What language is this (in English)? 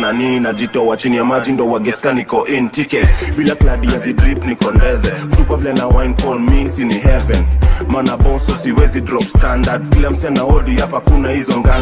Swahili